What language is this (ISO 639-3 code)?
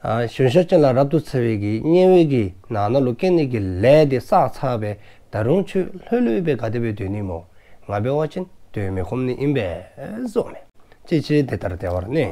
dzo